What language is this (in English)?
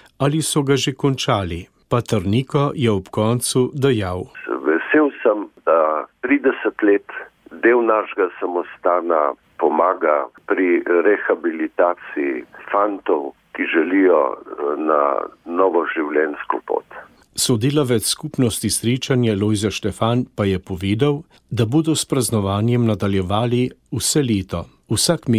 Slovenian